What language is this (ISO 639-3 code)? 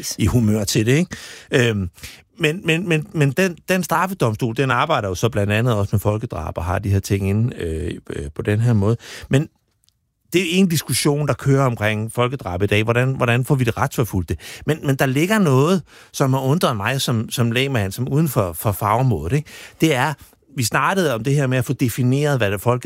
dan